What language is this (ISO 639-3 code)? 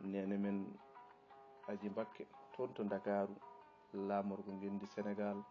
ful